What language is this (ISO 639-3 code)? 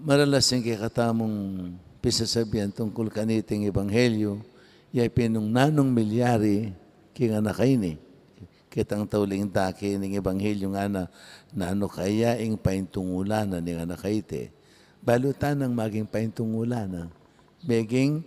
pam